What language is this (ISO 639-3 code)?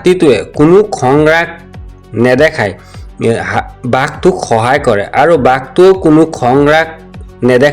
asm